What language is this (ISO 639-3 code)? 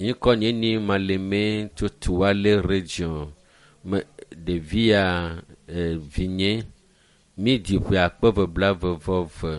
ewe